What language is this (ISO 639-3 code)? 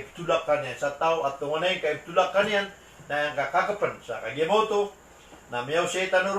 mrw